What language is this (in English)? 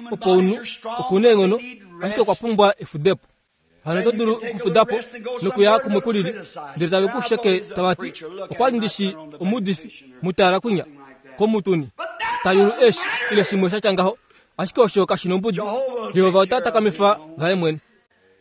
Kuanyama